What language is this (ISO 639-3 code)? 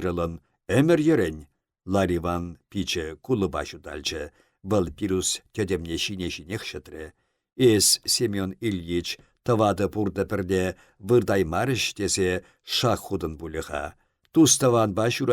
chv